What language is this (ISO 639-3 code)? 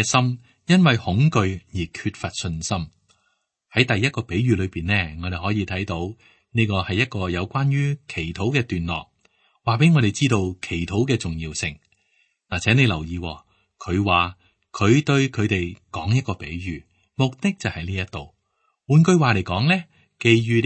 yue